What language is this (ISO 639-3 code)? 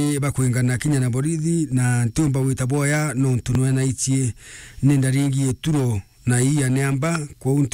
mer